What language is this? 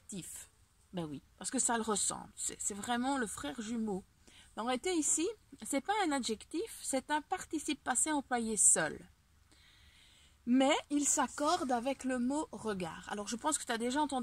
French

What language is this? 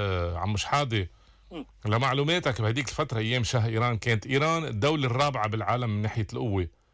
North Levantine Arabic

